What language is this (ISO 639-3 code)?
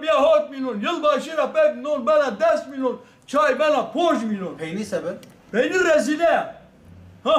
zza